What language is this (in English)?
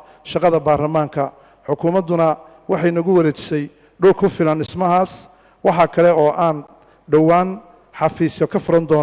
Somali